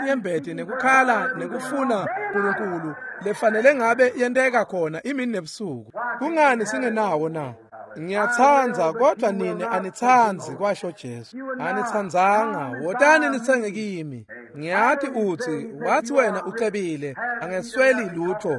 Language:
Swati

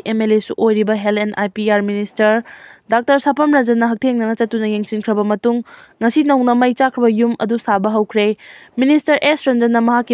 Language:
Manipuri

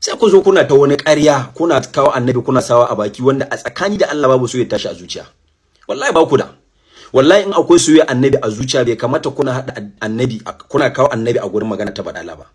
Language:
Hausa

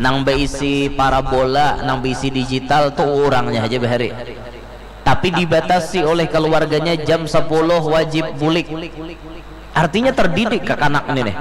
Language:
Banjar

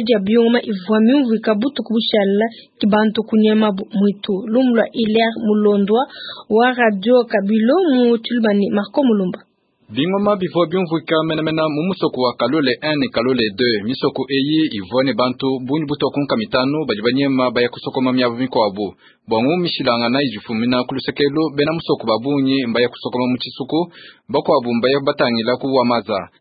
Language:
Luba-Lulua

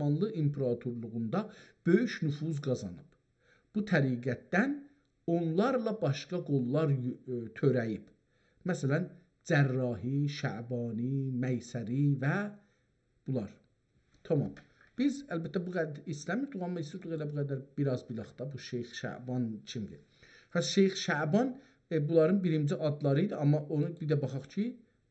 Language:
South Azerbaijani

